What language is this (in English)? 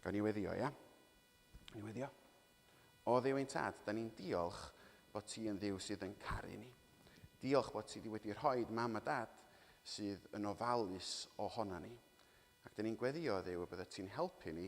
Welsh